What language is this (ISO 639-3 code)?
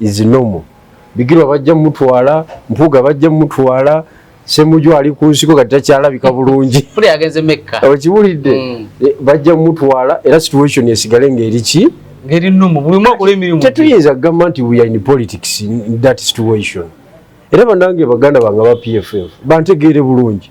lug